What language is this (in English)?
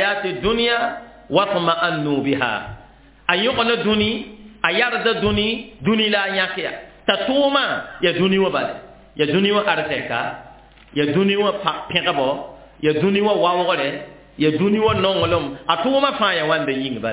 Mossi